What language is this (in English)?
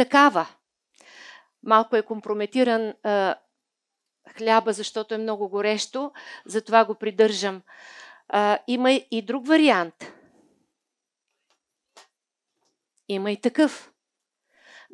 Bulgarian